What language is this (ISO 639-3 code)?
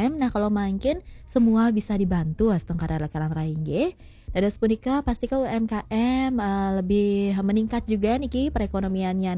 ban